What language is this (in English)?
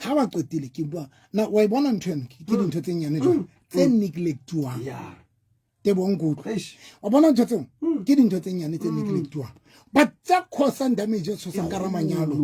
Southern Sotho